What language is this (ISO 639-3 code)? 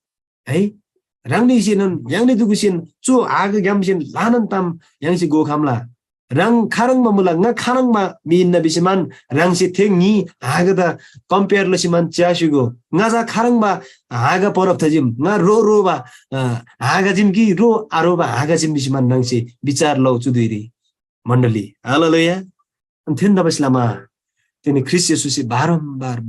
taj